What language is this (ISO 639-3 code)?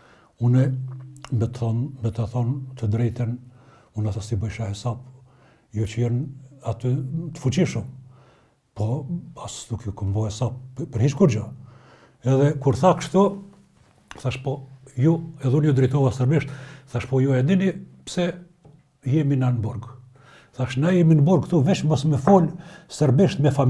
sqi